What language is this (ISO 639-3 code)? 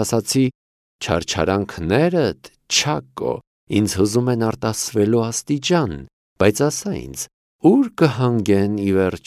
hye